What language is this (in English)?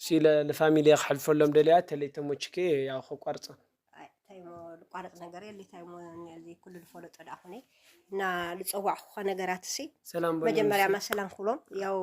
Tigrinya